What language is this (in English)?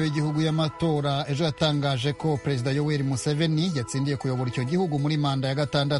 Kinyarwanda